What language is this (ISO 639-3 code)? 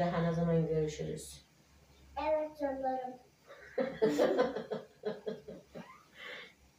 tur